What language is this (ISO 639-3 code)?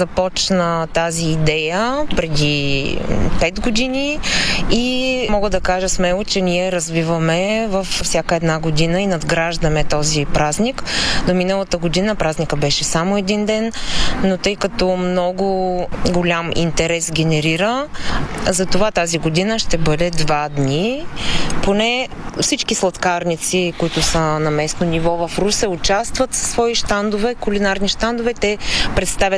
bul